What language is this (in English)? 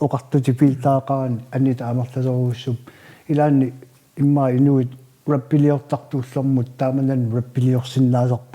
Kalaallisut